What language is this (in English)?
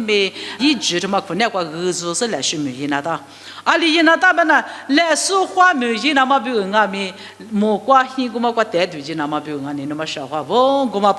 Lisu